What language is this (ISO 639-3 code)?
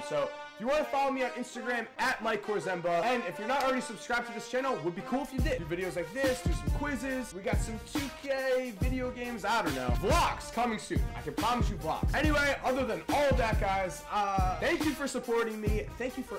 eng